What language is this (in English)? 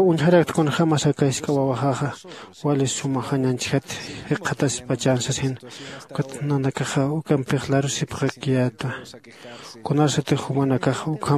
Aymara